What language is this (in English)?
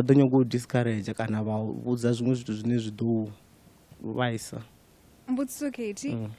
Venda